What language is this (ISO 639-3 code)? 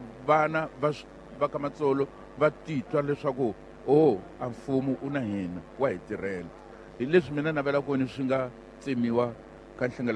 tso